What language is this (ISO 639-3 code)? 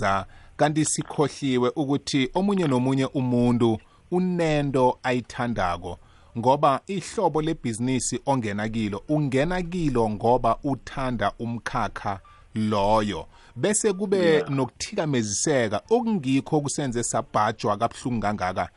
nbl